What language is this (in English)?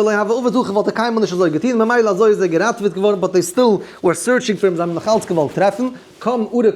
Yiddish